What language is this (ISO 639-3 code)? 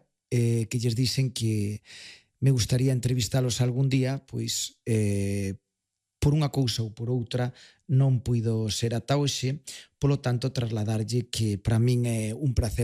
glg